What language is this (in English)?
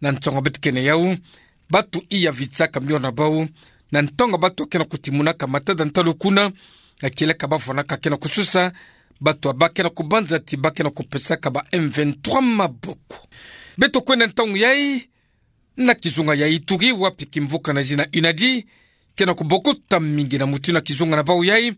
Kituba (Democratic Republic of Congo)